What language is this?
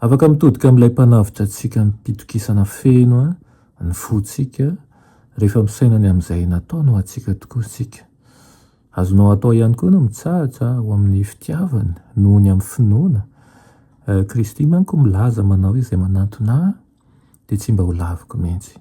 Malagasy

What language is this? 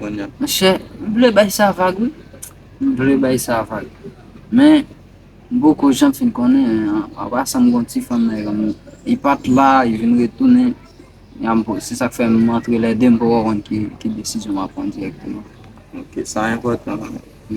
Haitian Creole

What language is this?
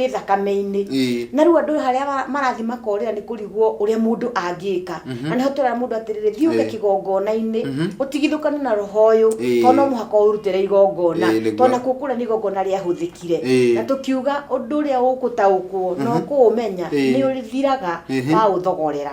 Kikuyu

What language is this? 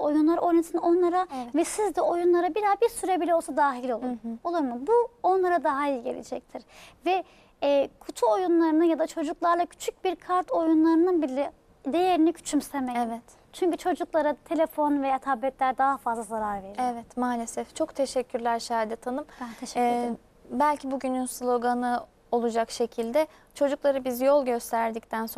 Turkish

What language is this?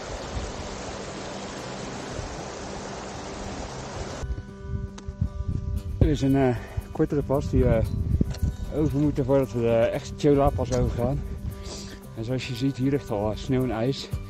Dutch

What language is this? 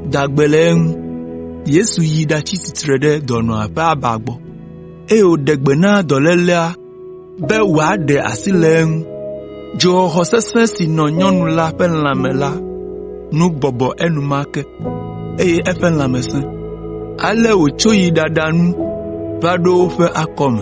Ewe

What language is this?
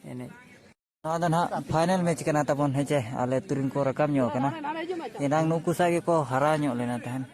Santali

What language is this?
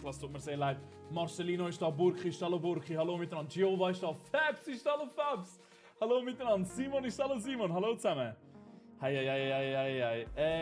Swiss German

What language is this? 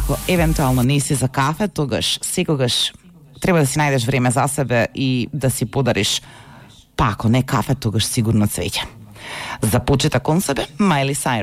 Macedonian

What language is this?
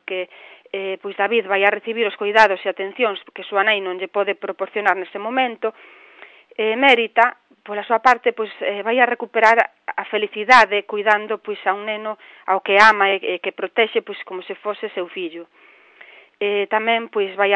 Galician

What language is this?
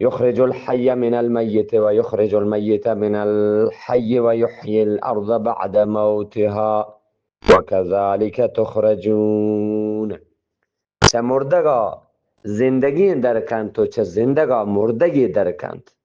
Eastern Balochi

